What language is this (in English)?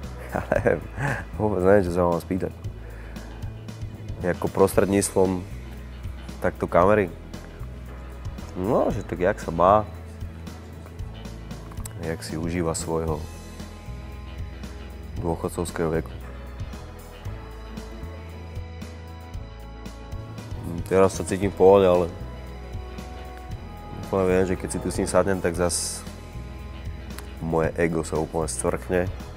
Slovak